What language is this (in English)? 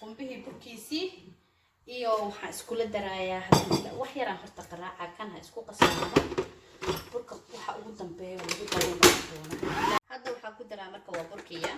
Somali